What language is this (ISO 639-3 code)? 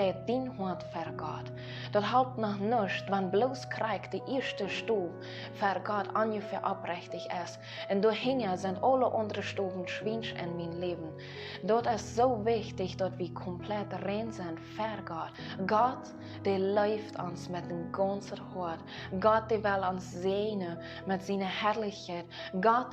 pdt